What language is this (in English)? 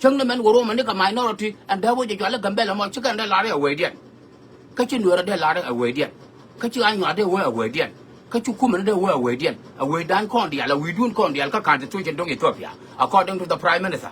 Nuer